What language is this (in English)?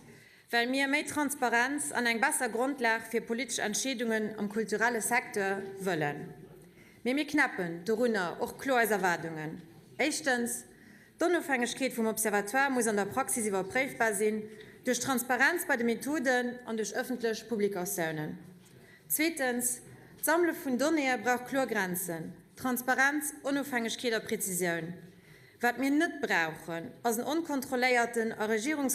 Luxembourgish